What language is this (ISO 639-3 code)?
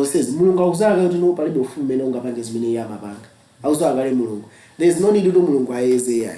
nya